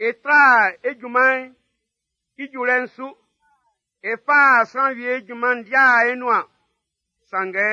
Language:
Baoulé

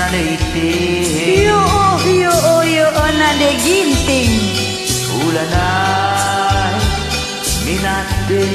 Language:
Batak Karo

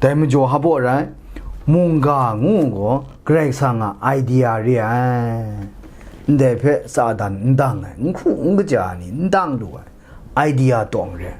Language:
Kachin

